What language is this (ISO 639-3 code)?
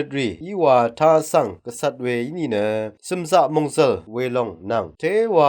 raw